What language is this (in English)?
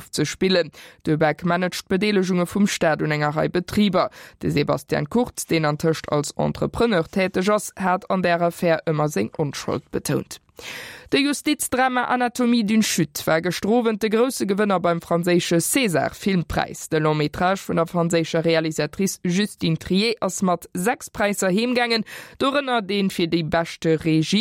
Luxembourgish